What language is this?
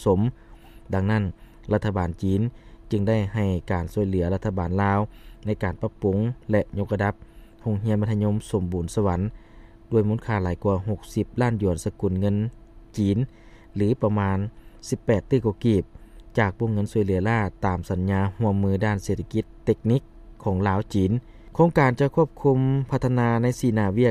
Lao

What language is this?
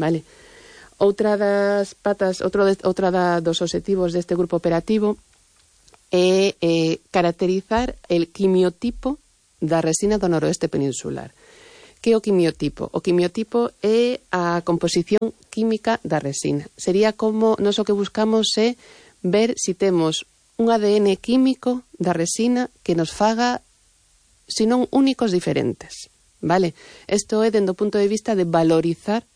Galician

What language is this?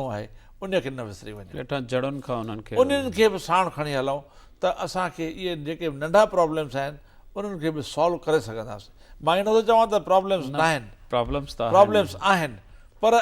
Sindhi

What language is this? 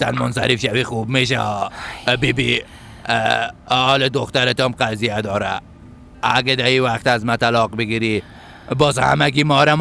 Persian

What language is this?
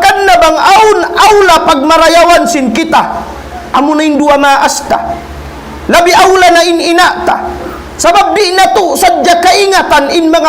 Tausug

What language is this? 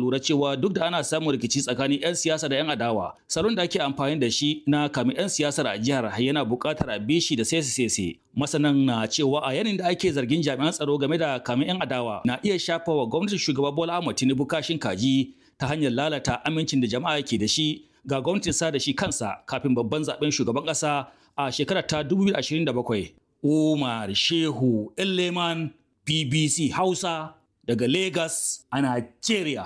Hausa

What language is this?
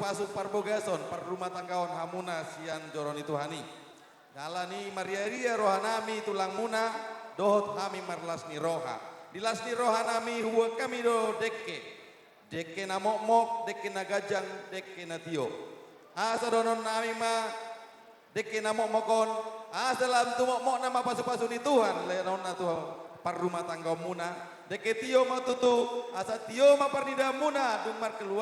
Batak Toba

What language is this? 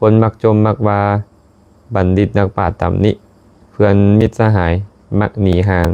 Lao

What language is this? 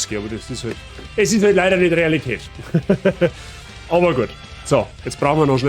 Bavarian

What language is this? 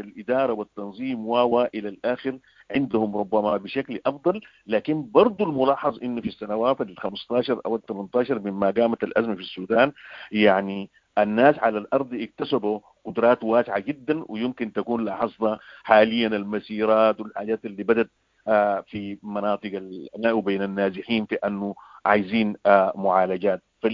Sudanese Arabic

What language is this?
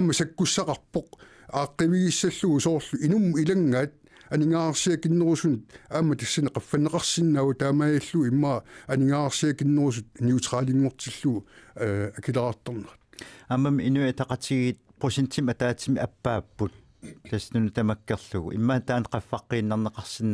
Kalaallisut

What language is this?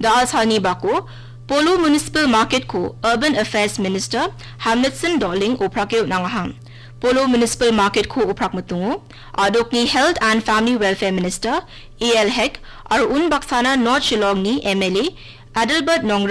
Garo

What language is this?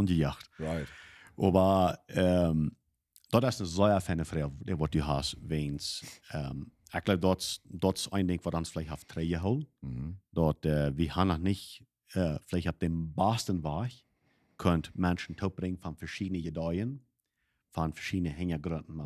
Plautdietsch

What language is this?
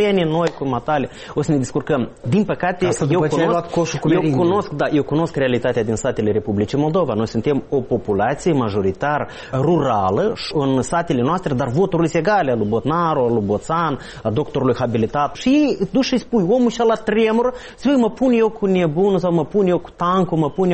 Romanian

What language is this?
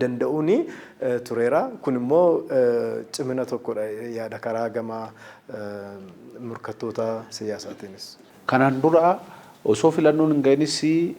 Oromo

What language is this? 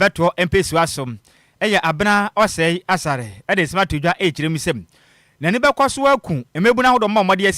Akan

